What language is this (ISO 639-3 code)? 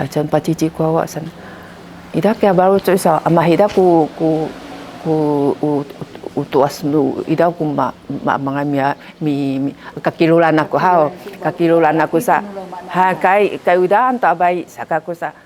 szy